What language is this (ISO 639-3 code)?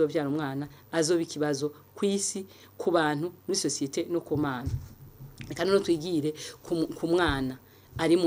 run